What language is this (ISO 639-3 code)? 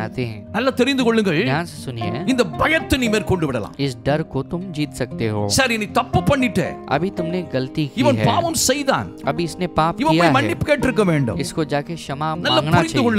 tam